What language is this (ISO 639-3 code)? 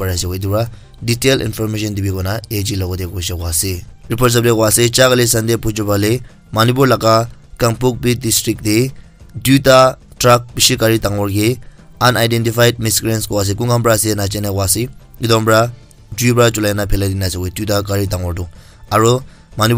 nag